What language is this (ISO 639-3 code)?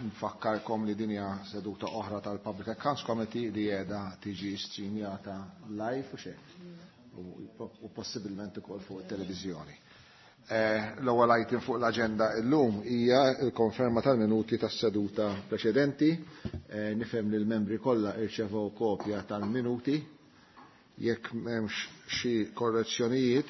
mlt